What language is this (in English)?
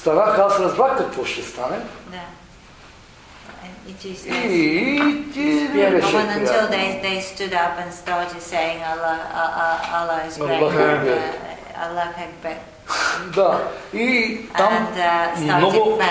Bulgarian